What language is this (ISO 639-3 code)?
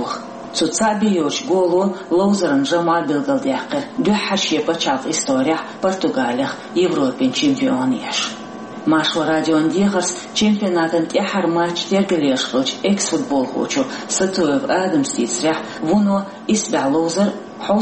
che